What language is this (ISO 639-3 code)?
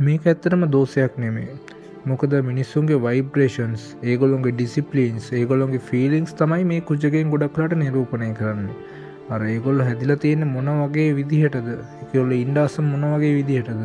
sin